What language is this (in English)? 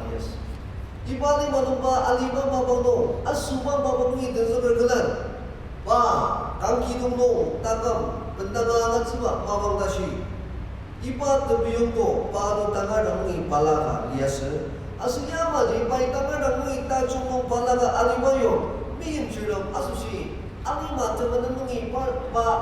Ao Naga